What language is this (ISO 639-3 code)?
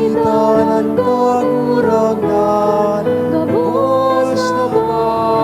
bik